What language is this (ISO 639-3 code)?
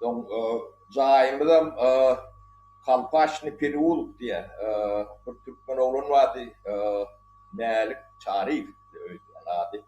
tuk